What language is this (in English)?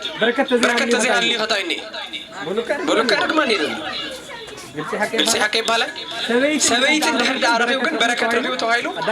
Tigrinya